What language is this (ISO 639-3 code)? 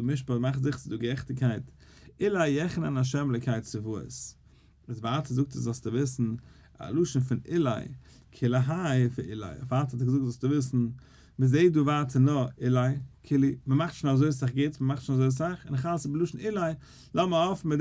yid